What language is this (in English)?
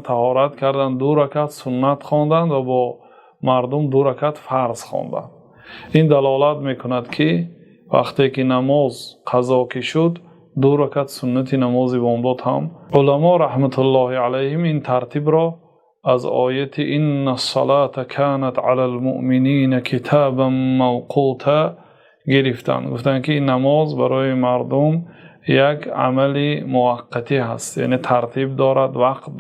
Tajik